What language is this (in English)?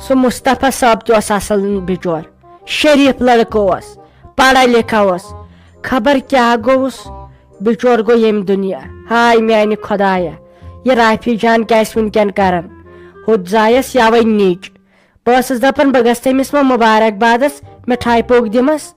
Kashmiri